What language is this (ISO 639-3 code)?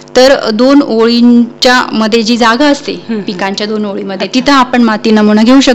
mar